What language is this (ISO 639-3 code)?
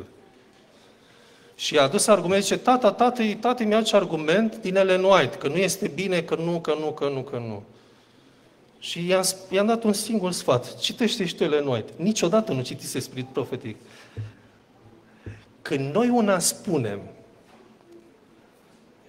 ron